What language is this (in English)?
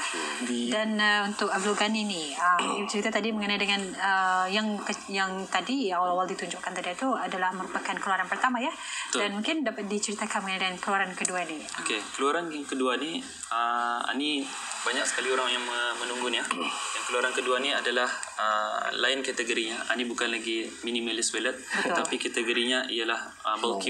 Malay